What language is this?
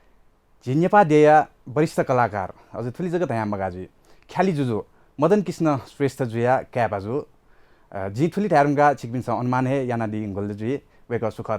Newari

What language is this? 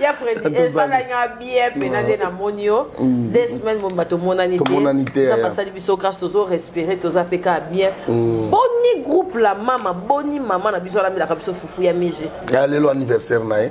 Lingala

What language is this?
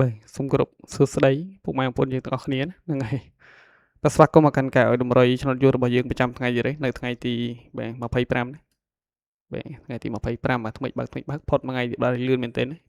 Khmer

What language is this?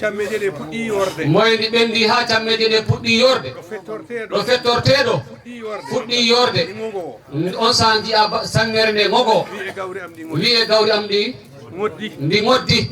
Fula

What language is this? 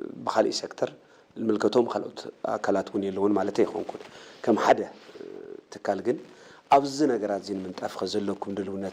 Tigrinya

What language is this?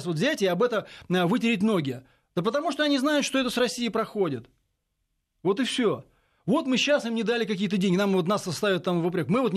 Russian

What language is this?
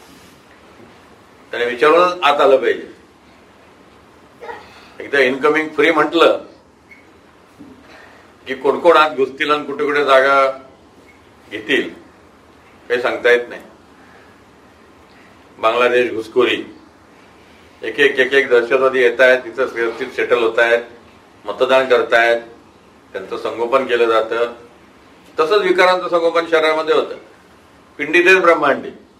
Marathi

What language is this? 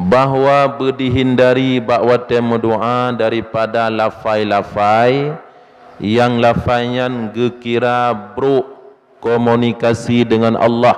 Achinese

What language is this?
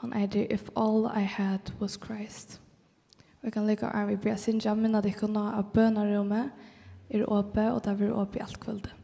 Faroese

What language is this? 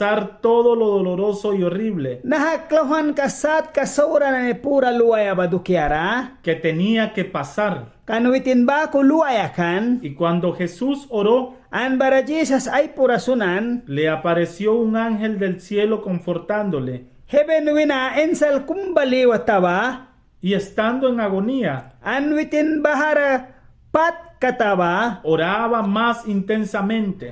Mískito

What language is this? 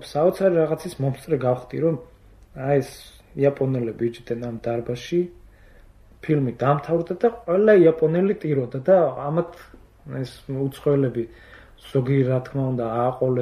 Georgian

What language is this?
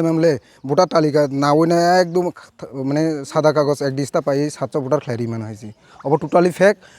Kok Borok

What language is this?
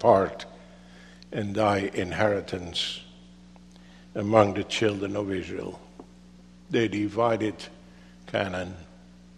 English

